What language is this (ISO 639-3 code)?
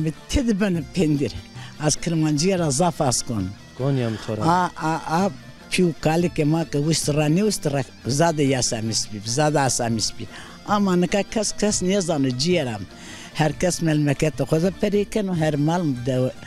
zza